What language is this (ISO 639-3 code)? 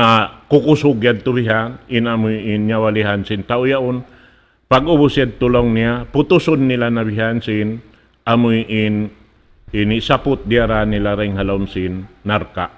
tsg